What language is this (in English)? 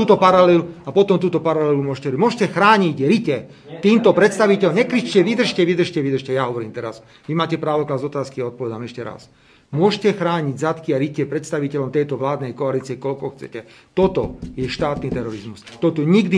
Slovak